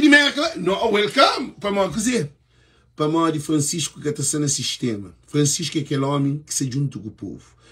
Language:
Kabuverdianu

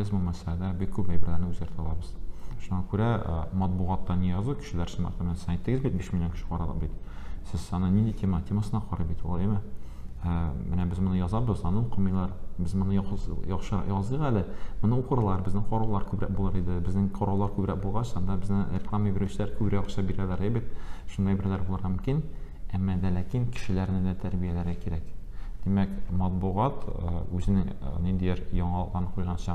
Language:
Tatar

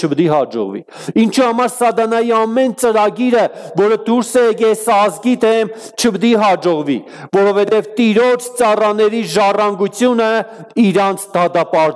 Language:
Armenian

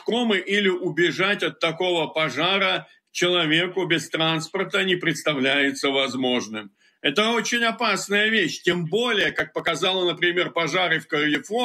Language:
Russian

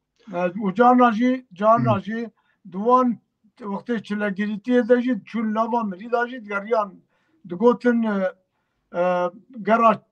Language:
Kurdish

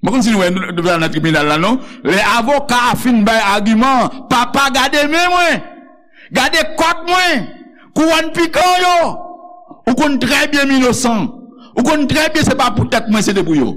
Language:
Haitian Creole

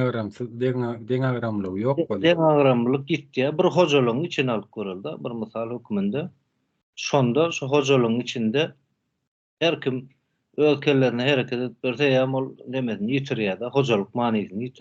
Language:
Turkmen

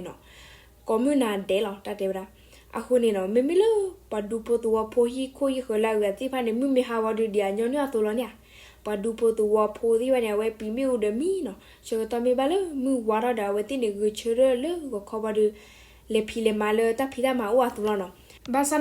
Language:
S'gaw Karen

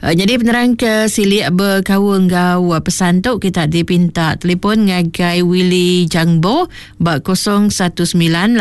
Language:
Iban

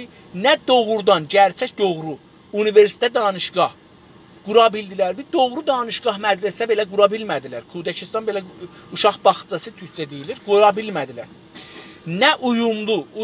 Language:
South Azerbaijani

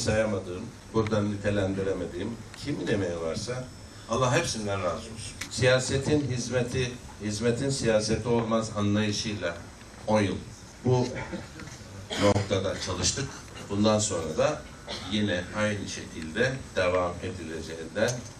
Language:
Turkish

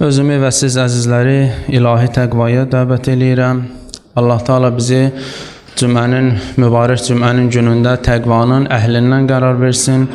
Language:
Azerbaijani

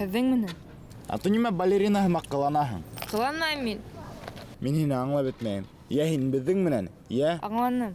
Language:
Bashkir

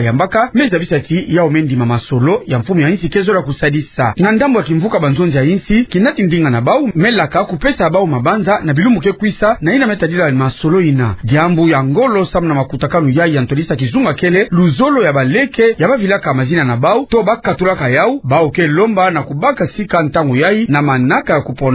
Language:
Kituba (Democratic Republic of Congo)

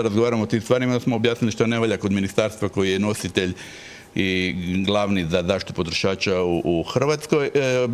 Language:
Croatian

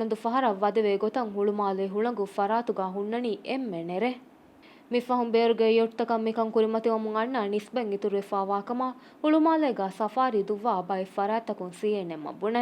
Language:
Divehi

